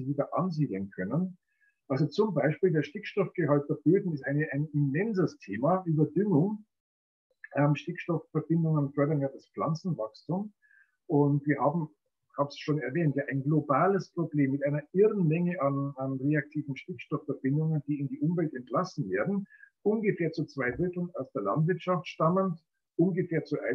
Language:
German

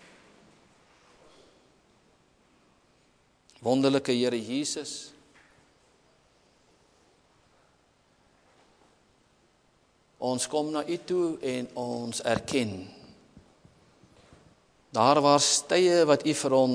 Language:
Afrikaans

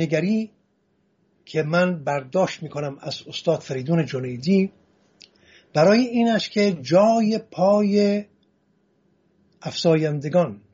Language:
Persian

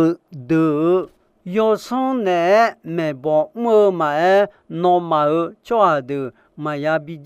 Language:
Akha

